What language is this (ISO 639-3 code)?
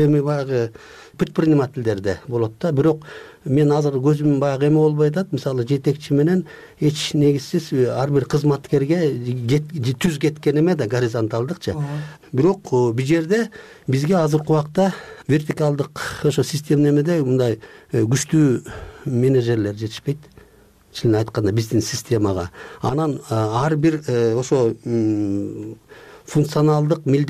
kir